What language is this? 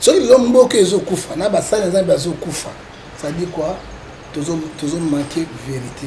Lingala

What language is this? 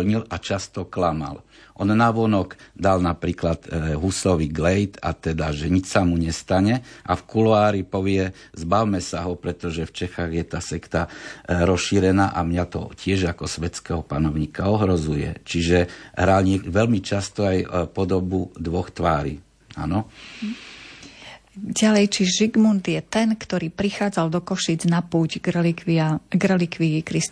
Slovak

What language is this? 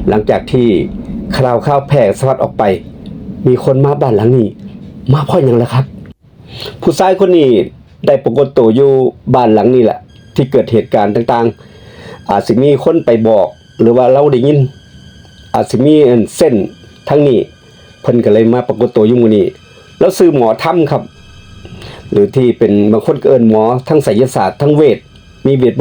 Lao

